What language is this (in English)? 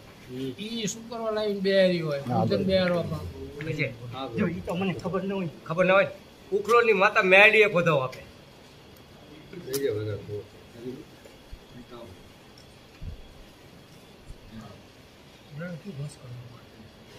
Gujarati